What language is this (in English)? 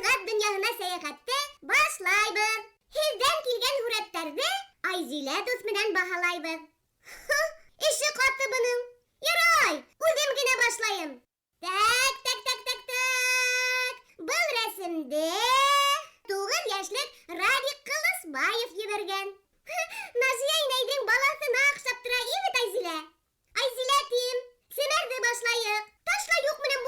Bashkir